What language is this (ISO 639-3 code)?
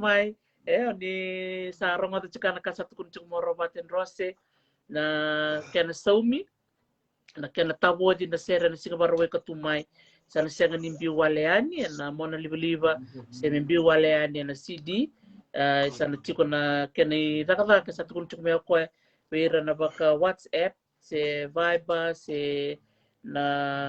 fij